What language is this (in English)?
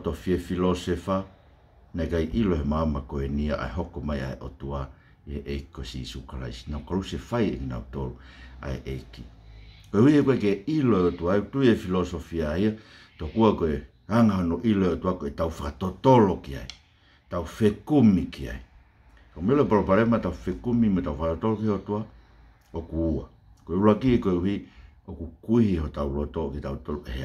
Tongan